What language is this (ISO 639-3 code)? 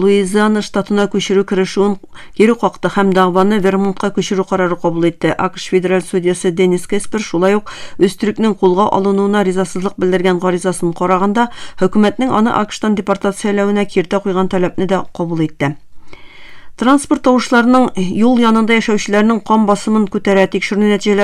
tat